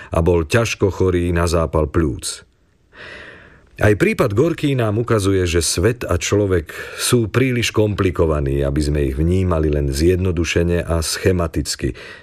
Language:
Slovak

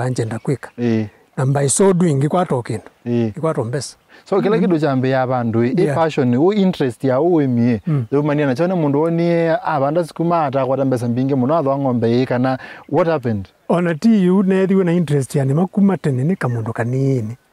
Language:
Kamba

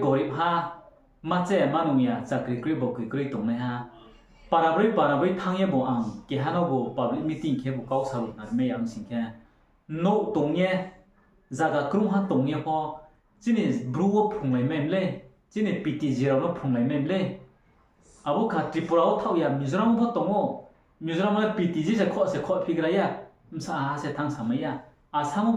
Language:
Riang (India)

